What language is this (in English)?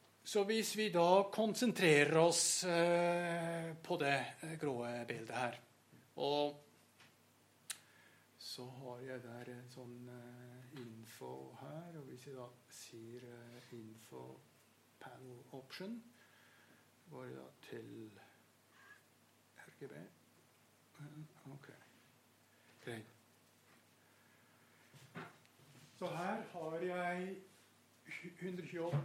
Norwegian